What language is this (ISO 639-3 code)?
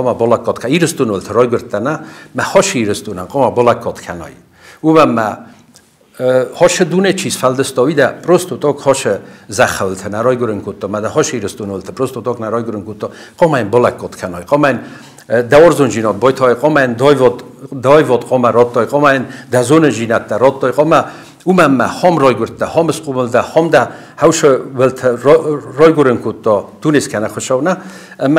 oss